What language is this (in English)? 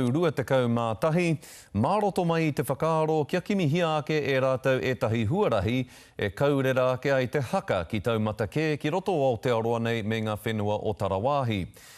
Māori